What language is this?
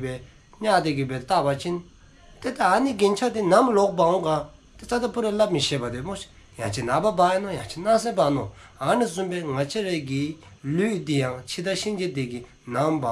Dzongkha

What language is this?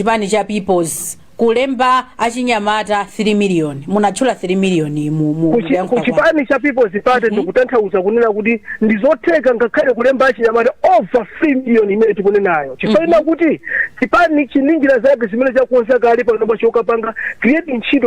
Nyanja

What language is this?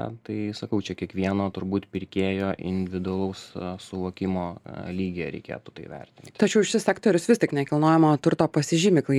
Lithuanian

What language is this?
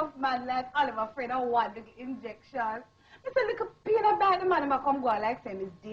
Jamaican Creole English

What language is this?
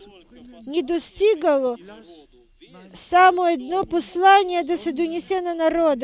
Bulgarian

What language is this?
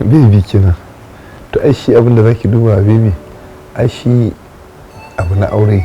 Hausa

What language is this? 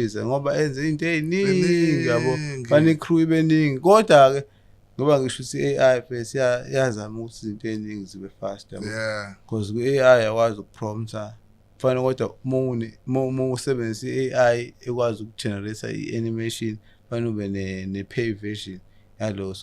Zulu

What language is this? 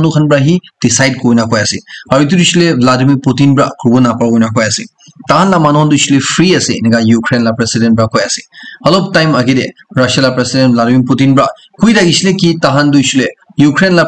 Naga Pidgin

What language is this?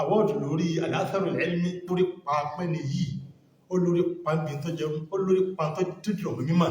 Yoruba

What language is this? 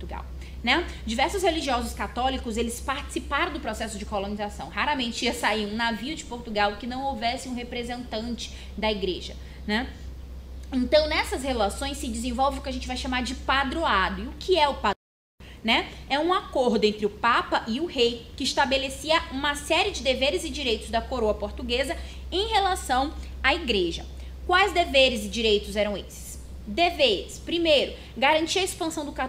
Portuguese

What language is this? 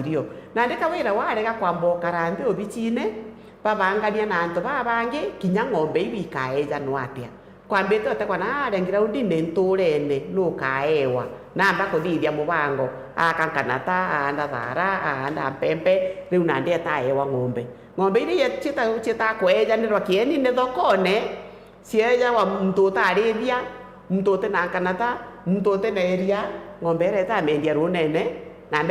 Meru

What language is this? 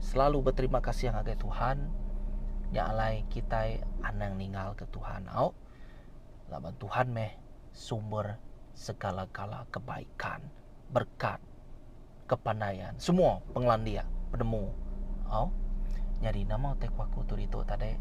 Iban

